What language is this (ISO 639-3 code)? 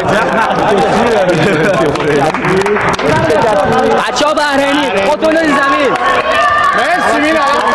fas